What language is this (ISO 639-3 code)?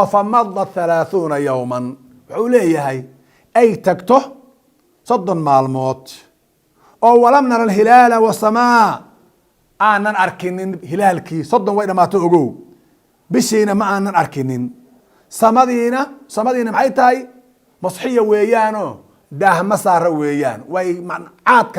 som